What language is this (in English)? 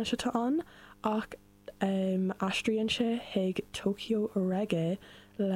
Irish